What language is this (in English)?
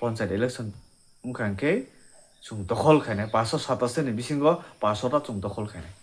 Kok Borok